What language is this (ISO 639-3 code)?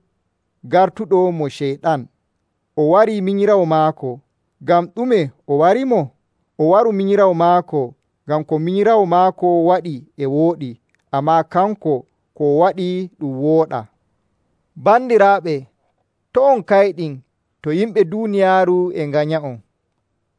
fuv